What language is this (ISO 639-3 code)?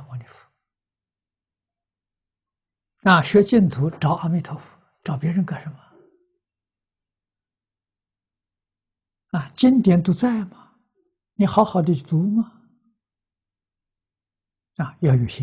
zho